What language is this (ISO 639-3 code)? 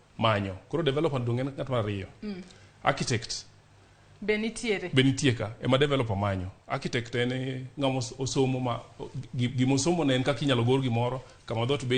luo